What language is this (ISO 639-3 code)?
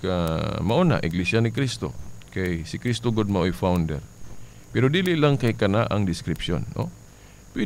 ceb